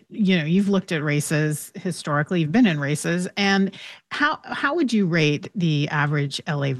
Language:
English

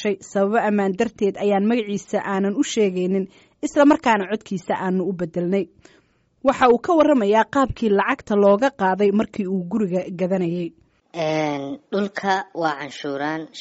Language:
Somali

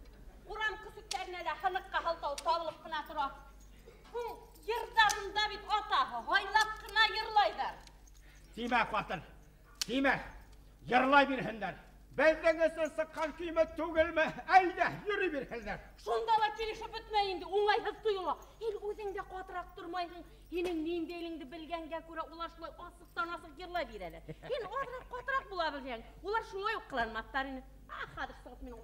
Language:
Bashkir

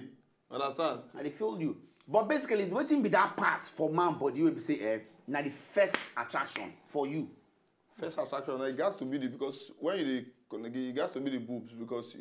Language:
Nigerian Pidgin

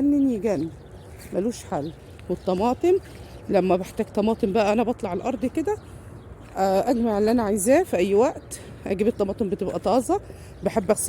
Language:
Egyptian Arabic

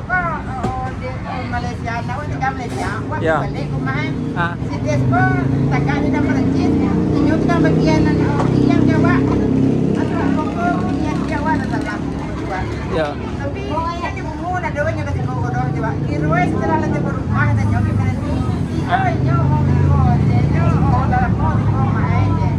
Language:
Minangkabau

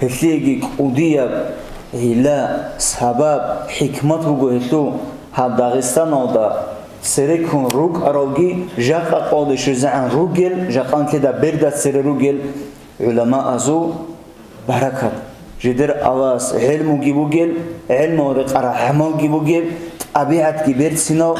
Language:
Avaric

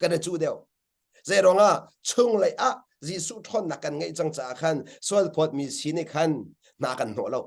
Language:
Hakha Chin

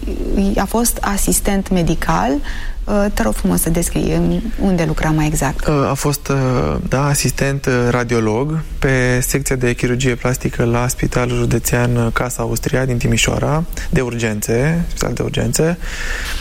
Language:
Romanian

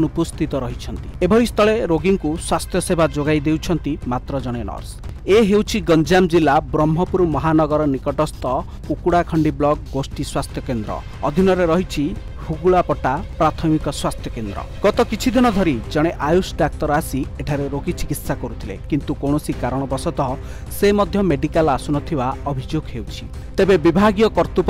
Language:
Odia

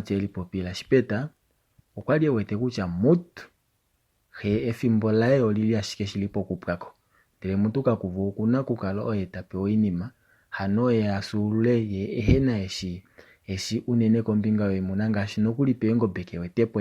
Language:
Kuanyama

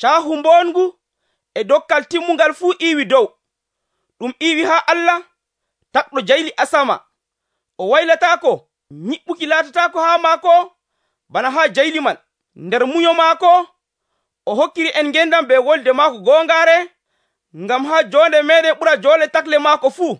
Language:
Nigerian Fulfulde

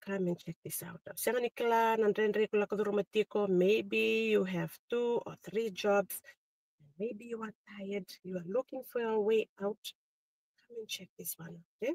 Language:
Fijian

